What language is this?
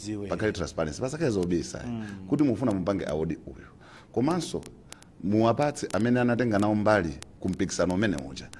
Nyanja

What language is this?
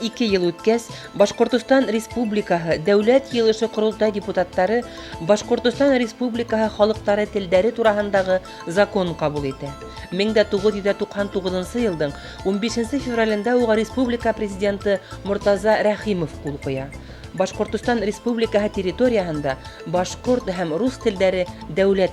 Bashkir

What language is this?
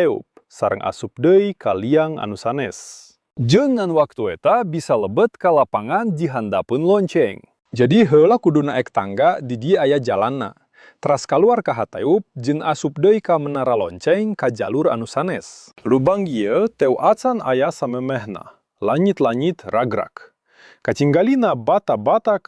Sundanese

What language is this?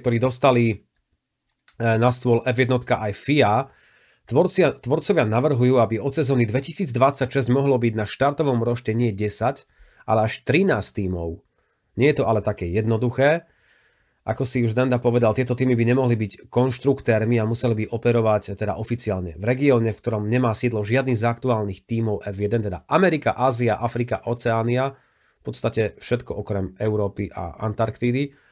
Slovak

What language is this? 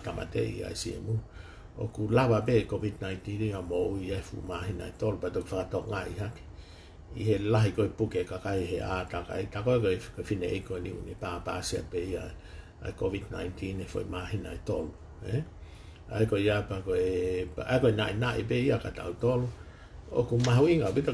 Tongan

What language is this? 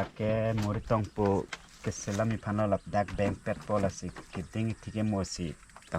Karbi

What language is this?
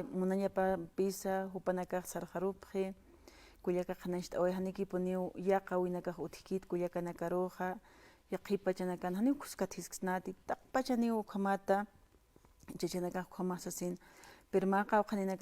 Aymara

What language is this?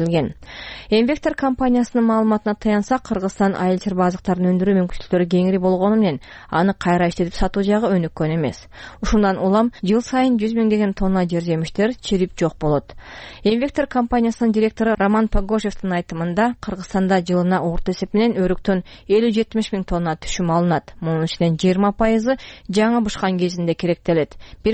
Kyrgyz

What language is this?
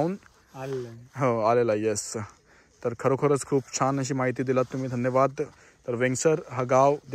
Marathi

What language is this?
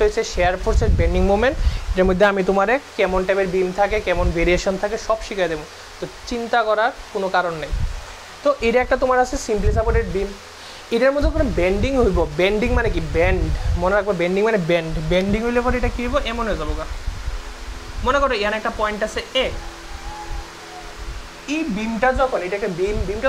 Bangla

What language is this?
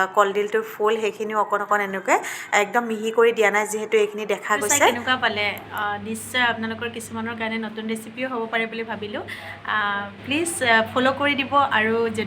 Assamese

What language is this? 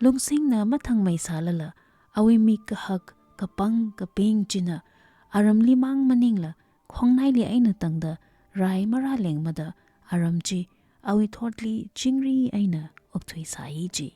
Tangkhul Naga (India)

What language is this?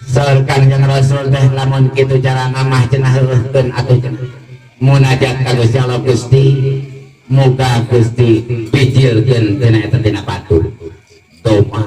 Sundanese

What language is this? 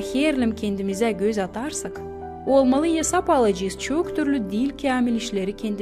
Gagauz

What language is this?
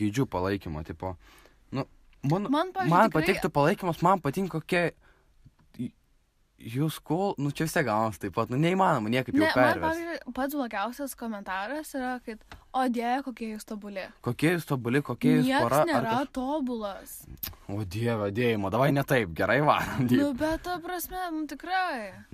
Lithuanian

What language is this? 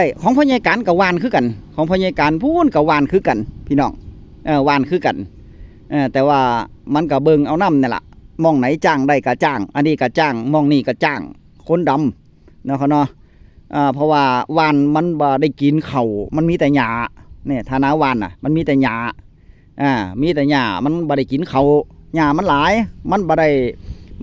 Northeastern Thai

